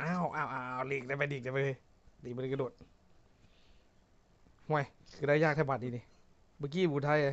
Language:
Lao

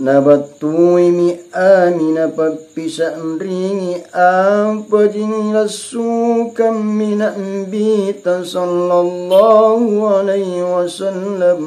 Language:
Makasar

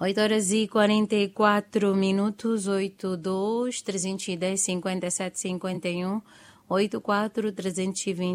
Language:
Tsonga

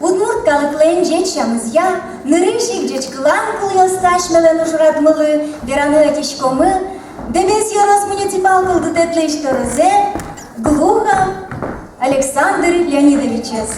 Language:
Udmurt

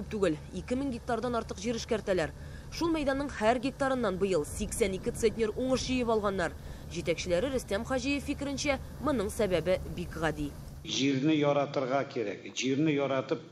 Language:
Tatar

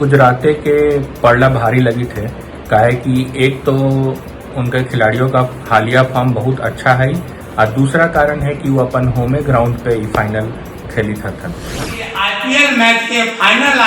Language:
Magahi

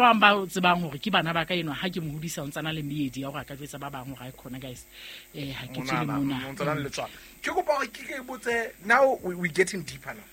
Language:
Southern Sotho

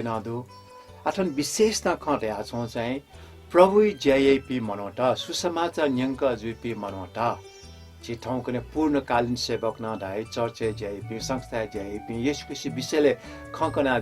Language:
Newari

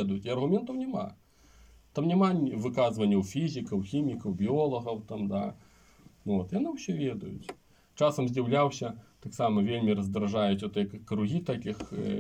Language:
Belarusian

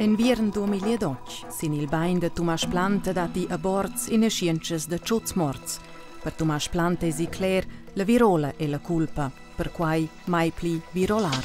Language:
Romansh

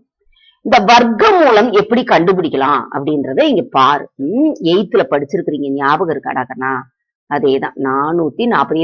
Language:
Tamil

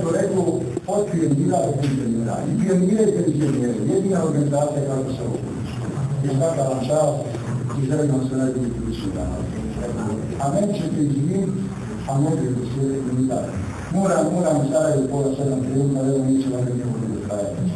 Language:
Bosnian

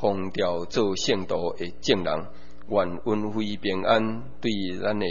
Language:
Min Nan Chinese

